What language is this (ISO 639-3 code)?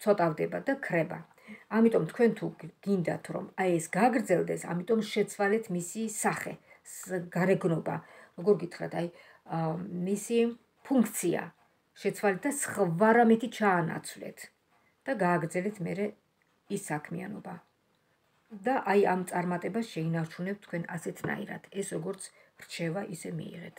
kat